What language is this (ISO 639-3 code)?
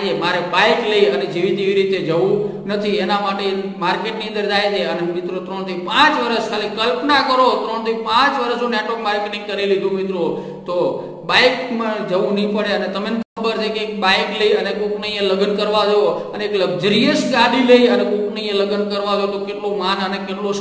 guj